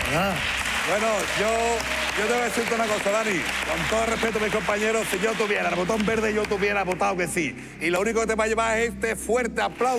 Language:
Spanish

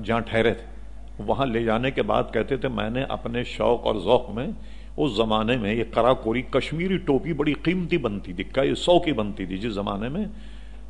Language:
Urdu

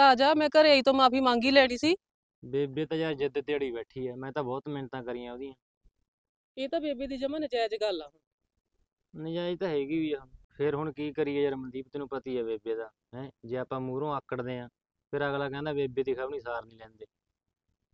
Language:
Punjabi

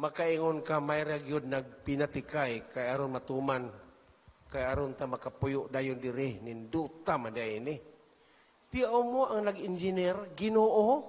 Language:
Cebuano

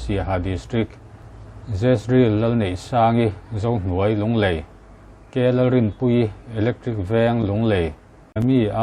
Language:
Mizo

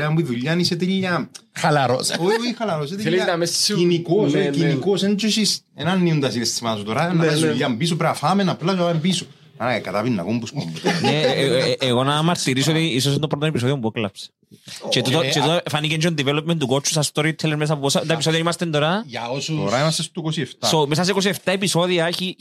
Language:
Greek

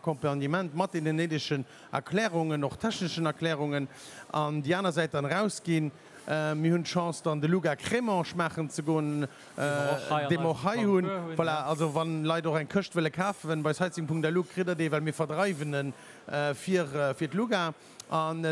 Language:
Luxembourgish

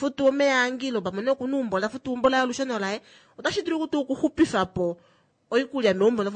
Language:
Kuanyama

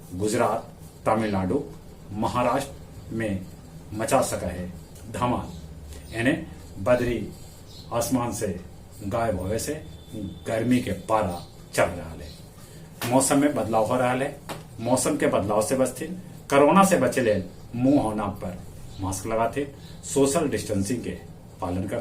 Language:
Magahi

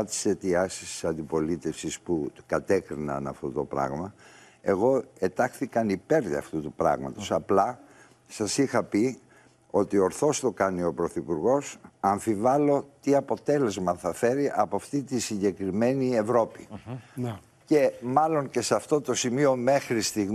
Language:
Greek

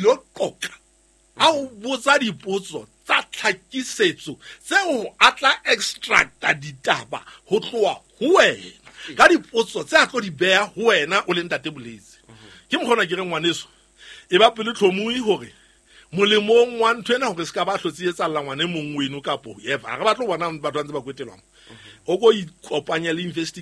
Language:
Southern Sotho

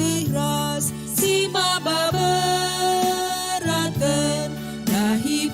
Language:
Batak Karo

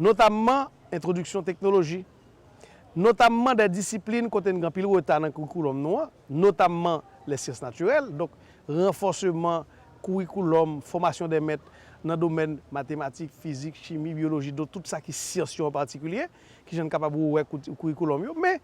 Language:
Haitian Creole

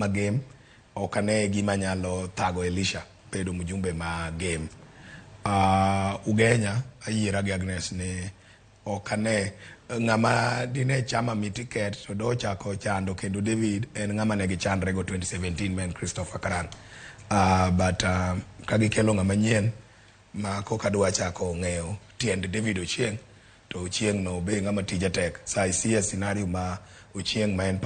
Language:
Luo (Kenya and Tanzania)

